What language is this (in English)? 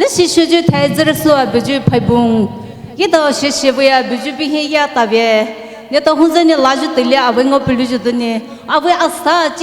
Poumei Naga